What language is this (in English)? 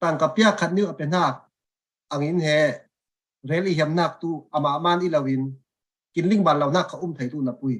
Falam Chin